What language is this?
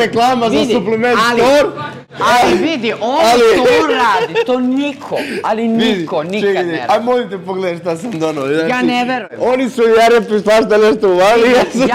Serbian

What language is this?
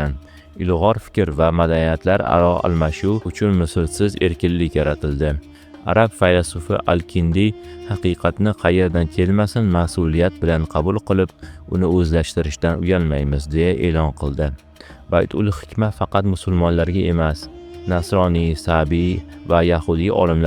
Uzbek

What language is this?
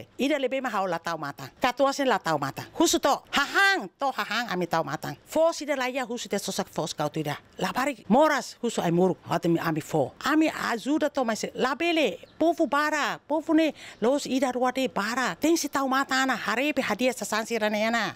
Tetum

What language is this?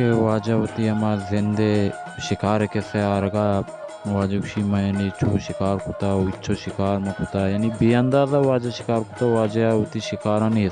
Baluchi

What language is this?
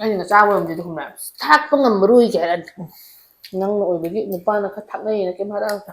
Manipuri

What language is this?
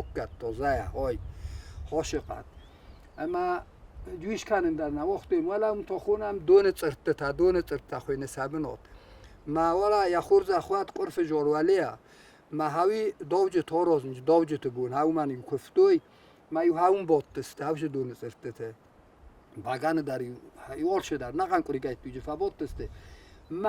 Ossetic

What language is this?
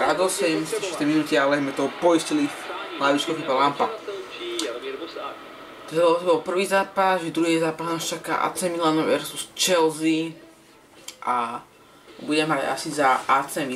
Slovak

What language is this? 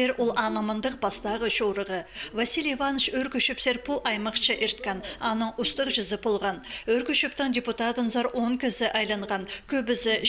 Khakas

